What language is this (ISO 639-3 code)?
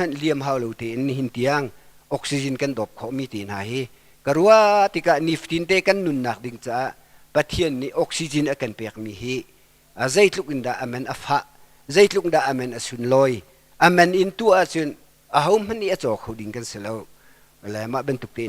cnh